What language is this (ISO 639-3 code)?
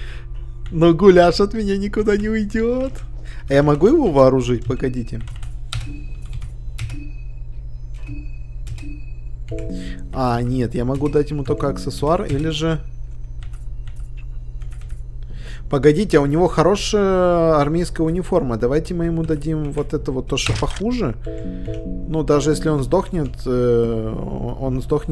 rus